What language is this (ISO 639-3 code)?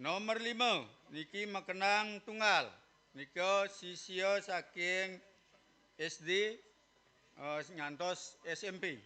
ban